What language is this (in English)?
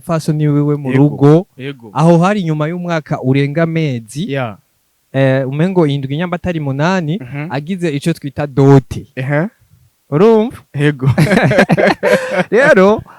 Rundi